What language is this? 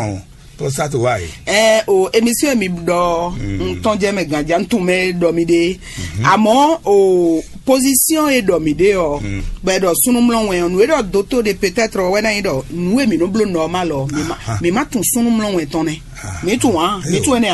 Fon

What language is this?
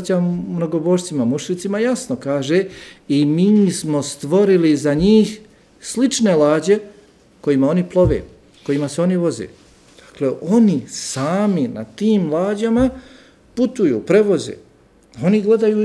Bosnian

